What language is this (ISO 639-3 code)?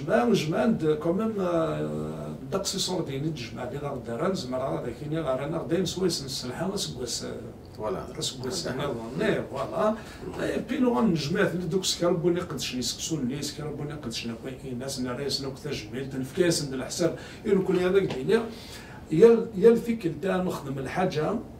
kab